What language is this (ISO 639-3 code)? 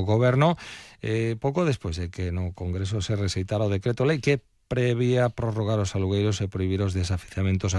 glg